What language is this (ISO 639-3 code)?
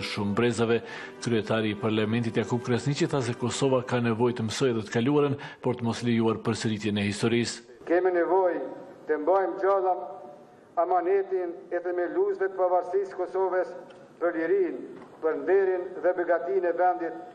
sqi